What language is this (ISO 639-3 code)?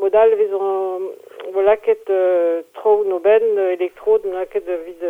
bre